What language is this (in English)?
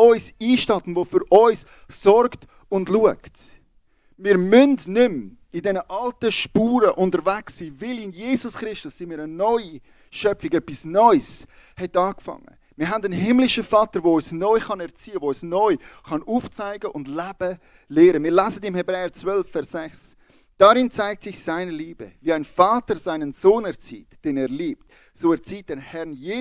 Swiss German